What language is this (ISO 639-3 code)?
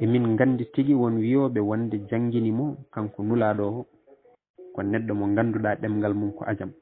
ful